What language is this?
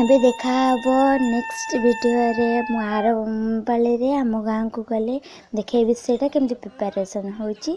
Odia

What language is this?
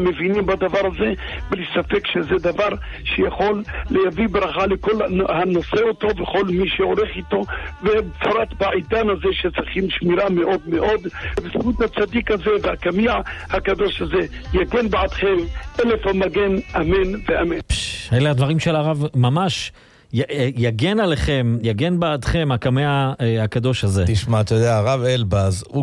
Hebrew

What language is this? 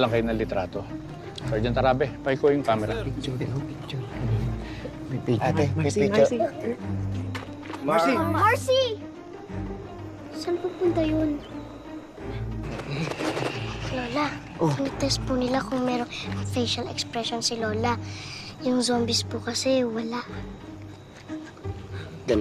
Filipino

